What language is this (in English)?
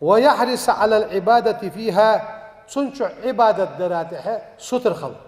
Ingush